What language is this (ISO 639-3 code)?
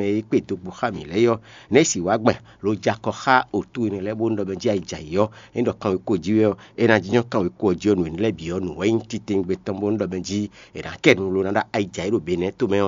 fon